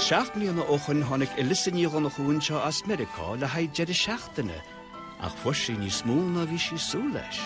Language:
Irish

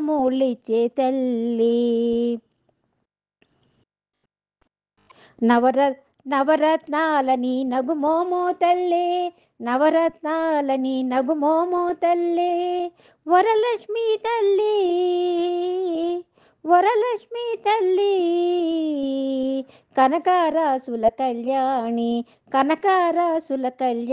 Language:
Telugu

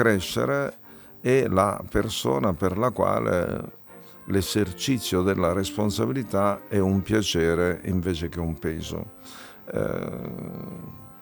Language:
Italian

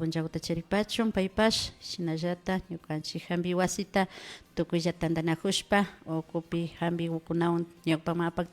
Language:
Imbabura Highland Quichua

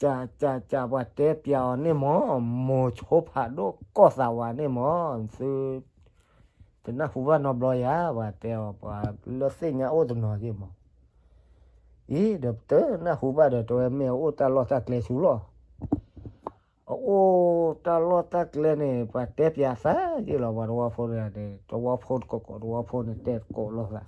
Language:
S'gaw Karen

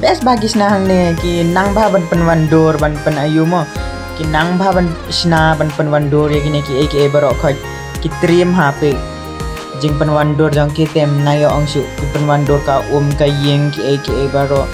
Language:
Khasi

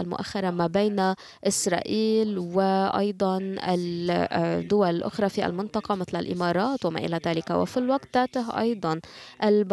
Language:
Arabic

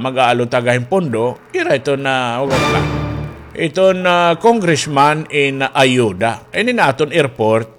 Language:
Waray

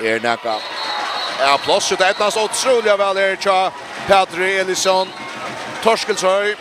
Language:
Faroese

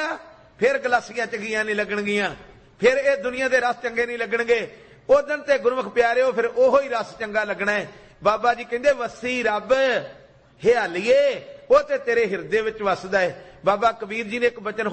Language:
Punjabi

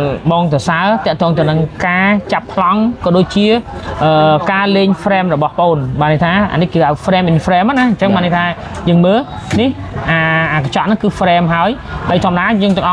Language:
Khmer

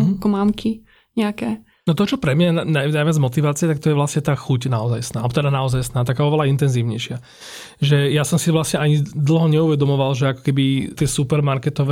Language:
Slovak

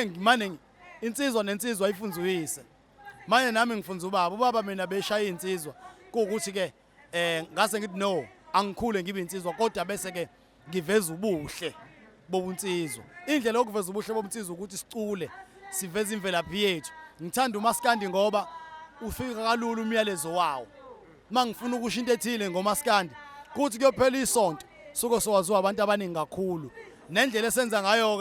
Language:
Zulu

